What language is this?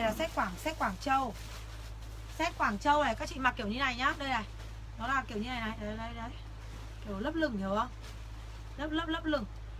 Vietnamese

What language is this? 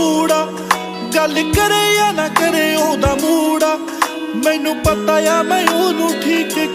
Punjabi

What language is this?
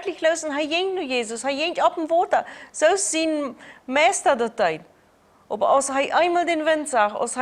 Plautdietsch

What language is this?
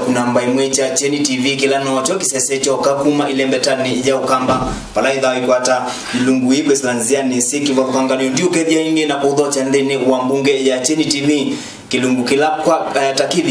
Kamba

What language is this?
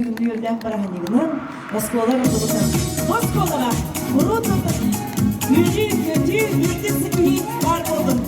Yakut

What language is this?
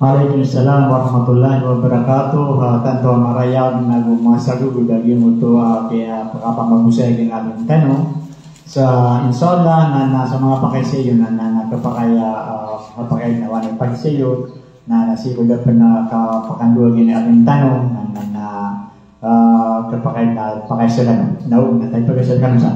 Maranao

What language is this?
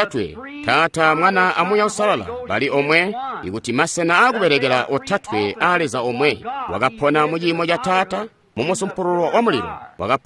Tonga (Zambia)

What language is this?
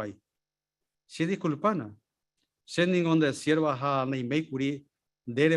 Guarani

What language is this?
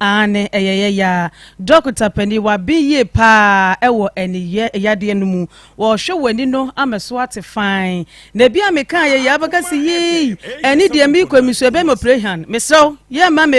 Akan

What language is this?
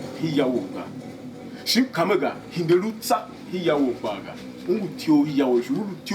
Tiv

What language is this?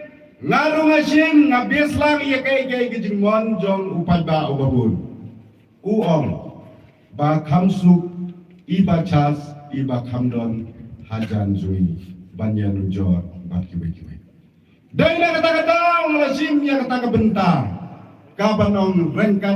Khasi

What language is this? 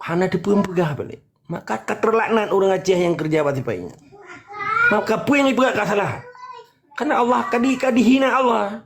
Achinese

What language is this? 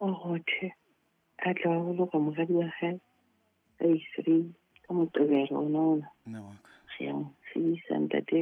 Southern Sotho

